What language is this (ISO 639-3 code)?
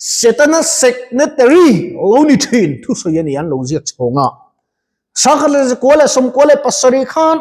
lus